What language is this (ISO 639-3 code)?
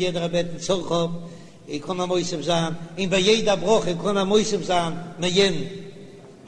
yid